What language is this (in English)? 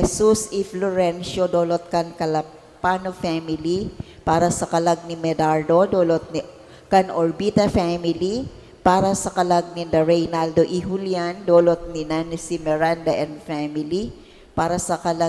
Bikol